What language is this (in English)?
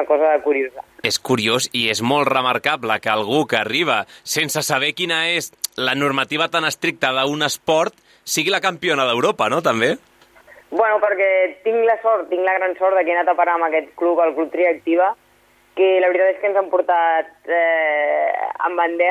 Catalan